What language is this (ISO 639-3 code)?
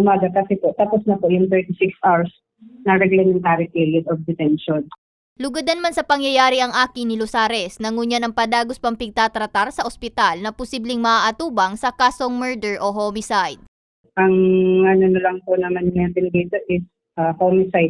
bik